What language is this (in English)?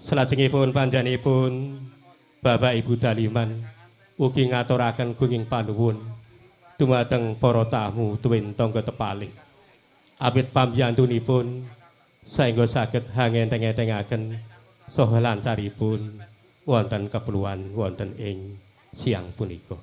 Javanese